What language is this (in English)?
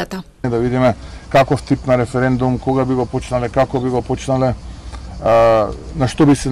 Macedonian